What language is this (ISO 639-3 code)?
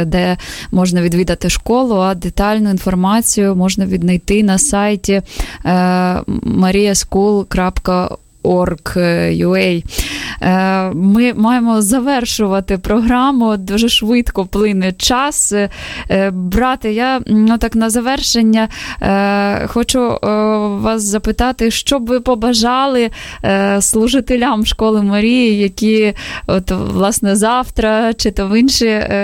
ukr